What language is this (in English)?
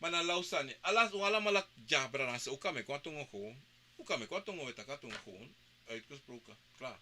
Sranan Tongo